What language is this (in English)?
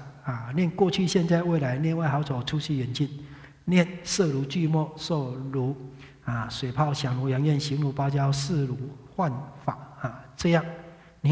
Chinese